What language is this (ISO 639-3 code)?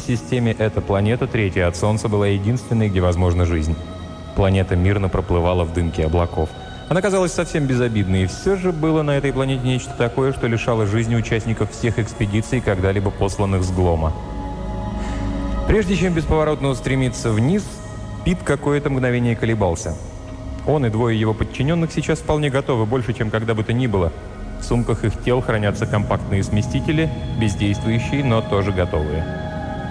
rus